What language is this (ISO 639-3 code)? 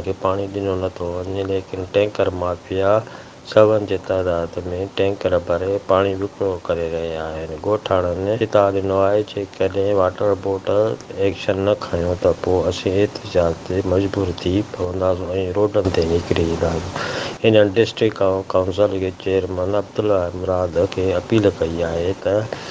snd